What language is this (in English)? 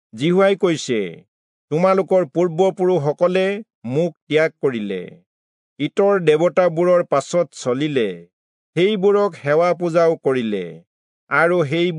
Assamese